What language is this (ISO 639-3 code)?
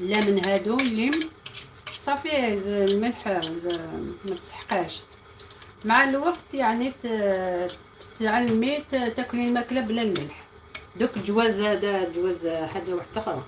arq